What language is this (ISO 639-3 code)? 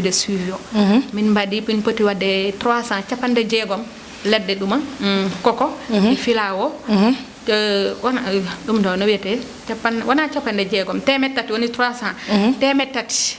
ful